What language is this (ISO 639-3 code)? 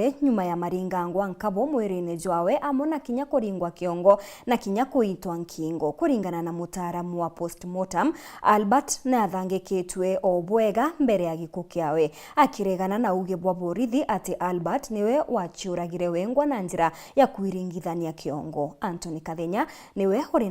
mer